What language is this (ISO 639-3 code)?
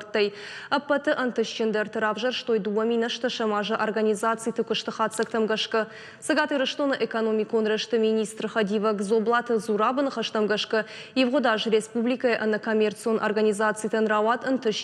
oss